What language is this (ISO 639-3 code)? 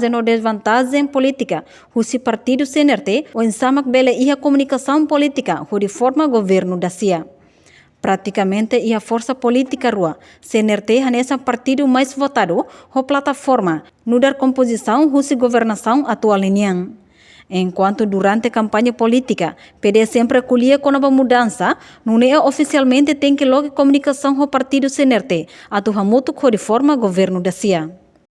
tet